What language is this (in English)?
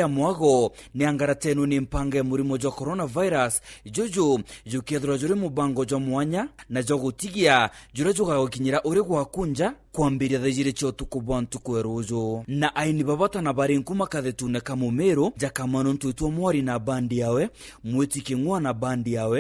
Meru